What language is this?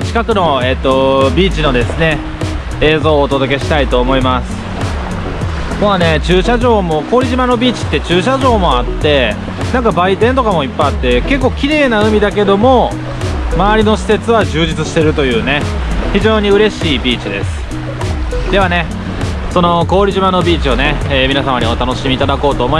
Japanese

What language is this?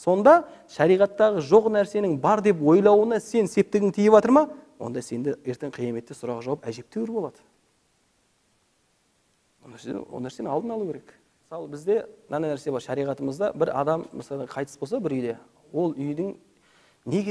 Kazakh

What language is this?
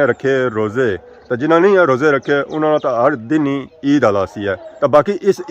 Pahari-Potwari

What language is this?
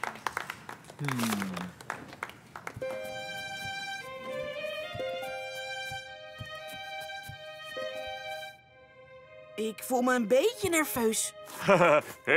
Dutch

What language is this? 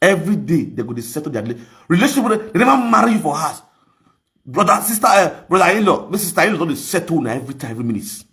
Nigerian Pidgin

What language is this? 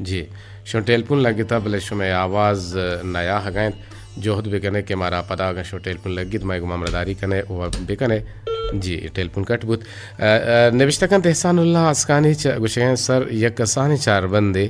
Eastern Balochi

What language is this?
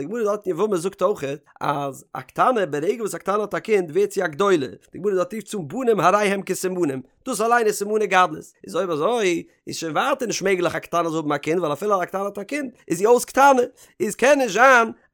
Yiddish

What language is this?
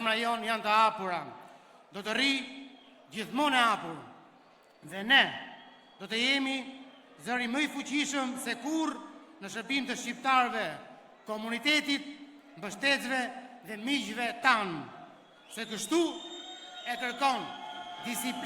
Albanian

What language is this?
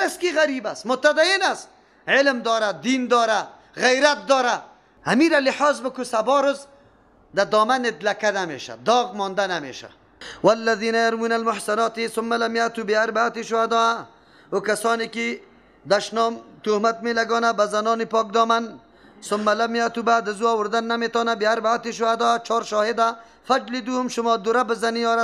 Persian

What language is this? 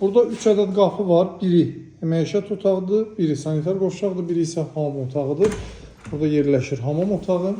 Azerbaijani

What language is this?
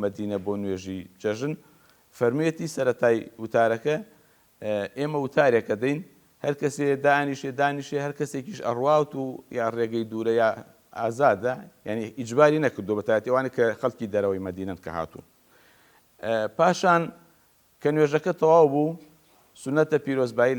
Central Kurdish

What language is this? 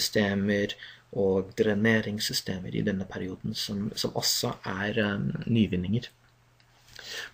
Norwegian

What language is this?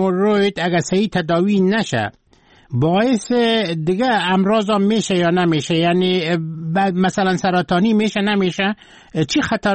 Persian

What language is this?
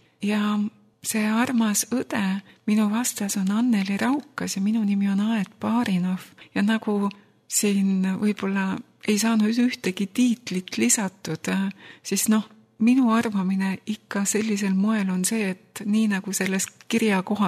Estonian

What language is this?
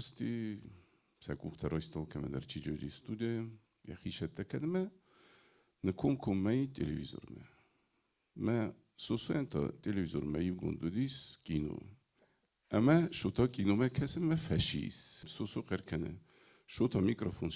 Ossetic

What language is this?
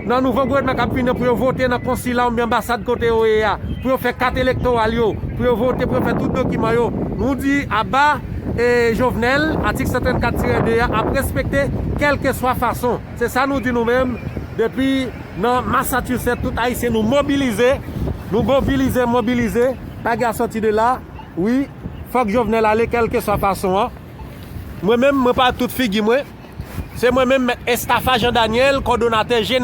Haitian Creole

